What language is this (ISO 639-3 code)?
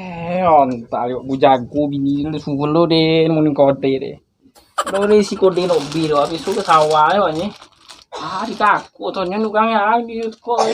min